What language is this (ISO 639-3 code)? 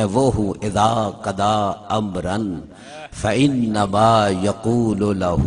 skr